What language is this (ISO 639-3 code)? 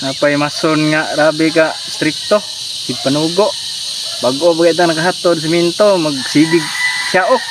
ceb